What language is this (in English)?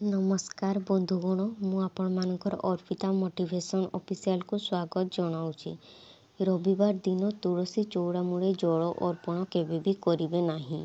Odia